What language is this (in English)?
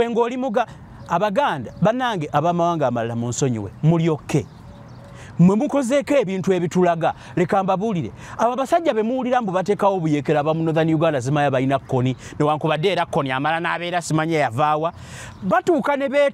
Ganda